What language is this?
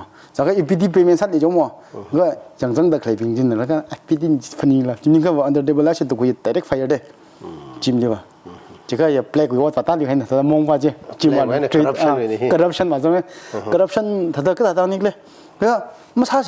Tangkhul Naga (India)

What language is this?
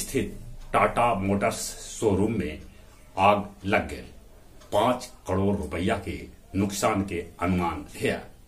Magahi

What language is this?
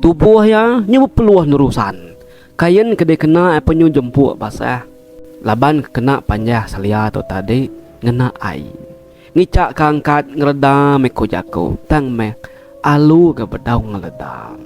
Iban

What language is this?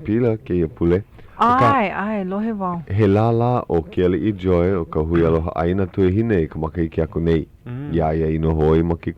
Hawaiian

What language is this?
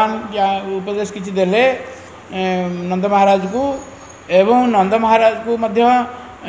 Odia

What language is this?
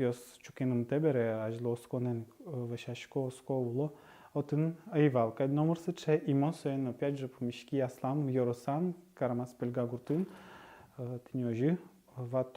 Udmurt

